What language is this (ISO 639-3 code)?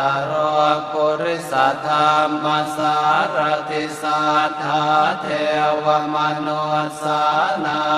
pli